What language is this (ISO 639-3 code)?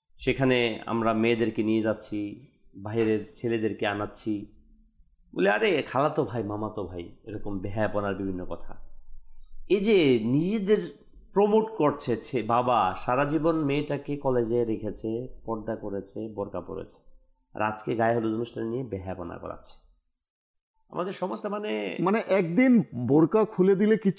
ben